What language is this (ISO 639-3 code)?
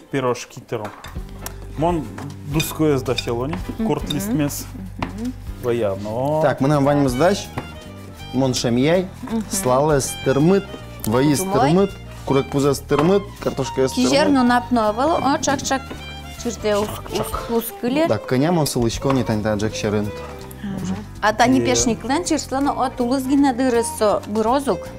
udm